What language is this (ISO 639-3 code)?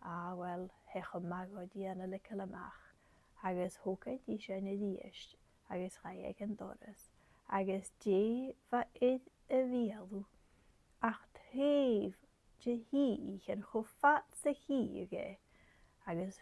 gla